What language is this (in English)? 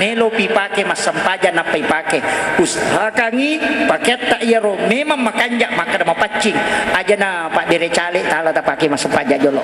Buginese